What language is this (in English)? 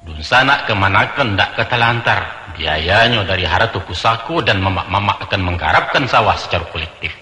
Minangkabau